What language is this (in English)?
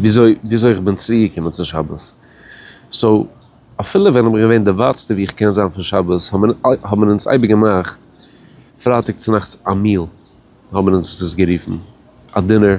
Yiddish